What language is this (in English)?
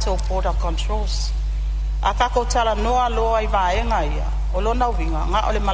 Samoan